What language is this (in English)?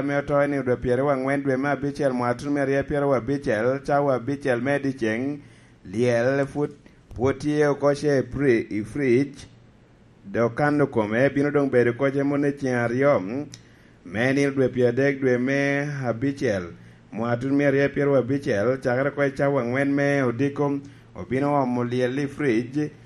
Lango (Uganda)